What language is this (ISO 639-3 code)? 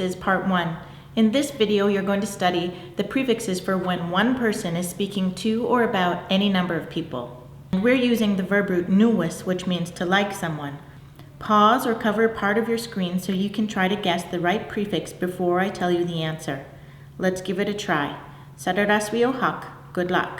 moh